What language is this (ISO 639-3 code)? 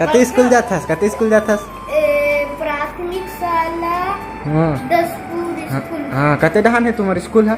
hne